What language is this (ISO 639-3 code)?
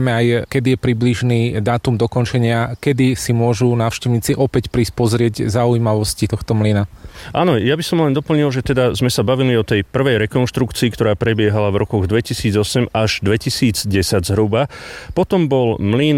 slk